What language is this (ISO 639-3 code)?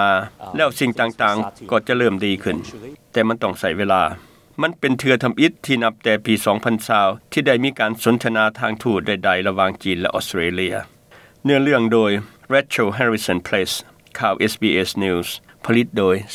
lao